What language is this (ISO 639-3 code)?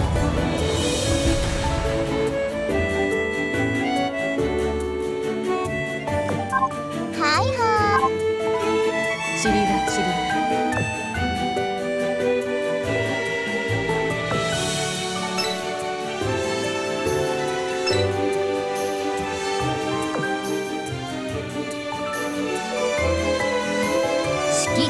jpn